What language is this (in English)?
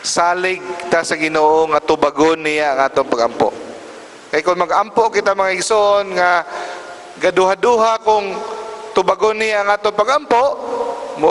Cebuano